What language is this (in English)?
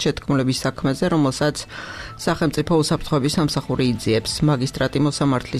Georgian